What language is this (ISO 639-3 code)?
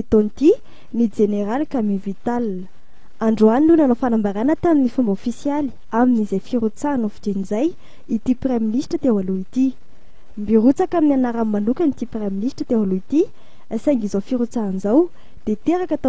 mlg